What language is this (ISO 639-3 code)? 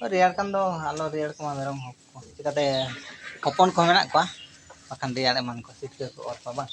sat